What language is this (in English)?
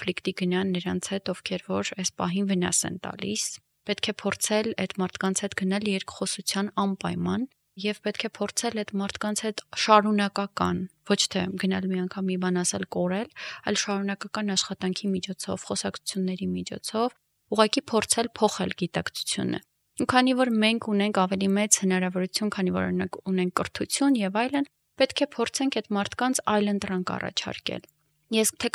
Armenian